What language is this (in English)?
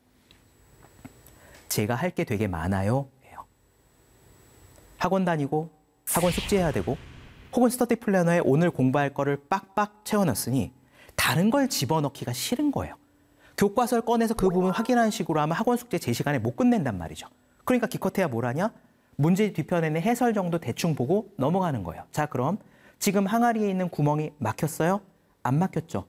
Korean